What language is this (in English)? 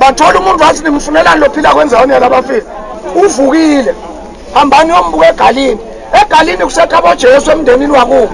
Swati